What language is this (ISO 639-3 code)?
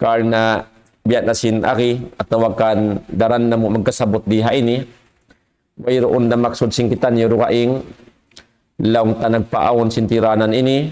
tsg